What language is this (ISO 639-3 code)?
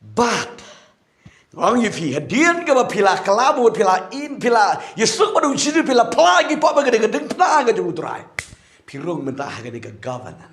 kha